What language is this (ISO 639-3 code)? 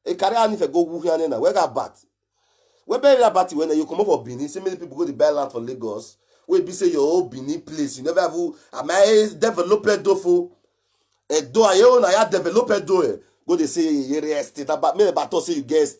pcm